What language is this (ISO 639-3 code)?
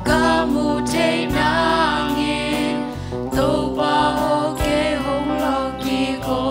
ctd